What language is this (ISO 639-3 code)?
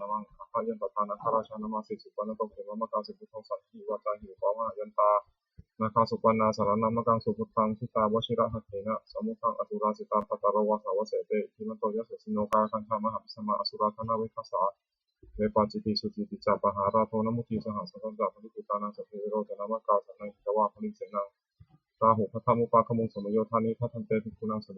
pli